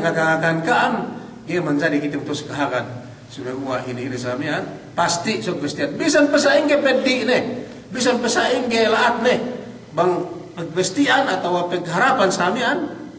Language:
Yakan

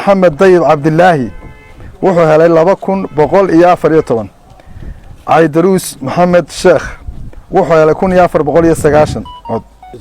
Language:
Somali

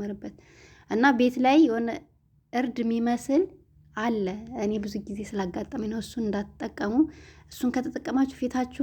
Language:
Amharic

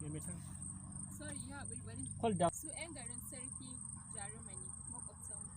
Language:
Hausa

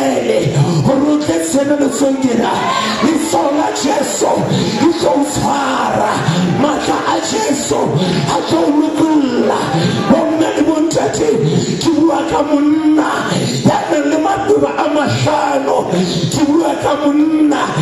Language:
Southern Sotho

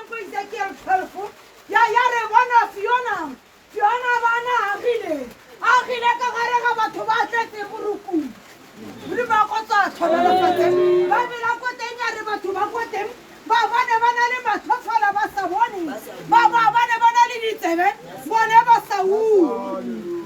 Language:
Tswana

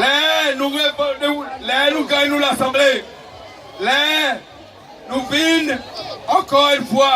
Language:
Seselwa Creole French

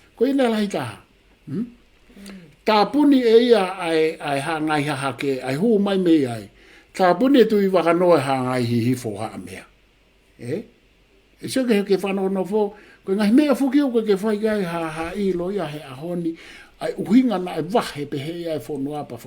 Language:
Tongan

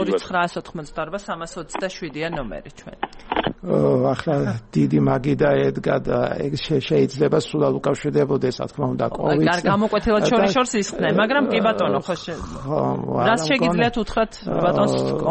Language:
Georgian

